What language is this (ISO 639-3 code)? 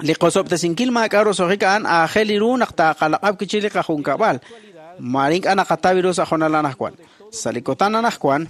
kek